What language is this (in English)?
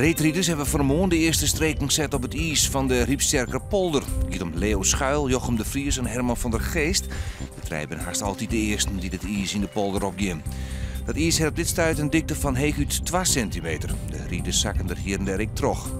Western Frisian